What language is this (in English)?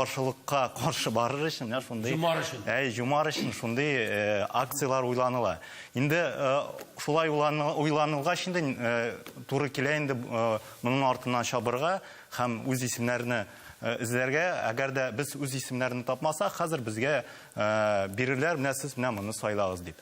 Tatar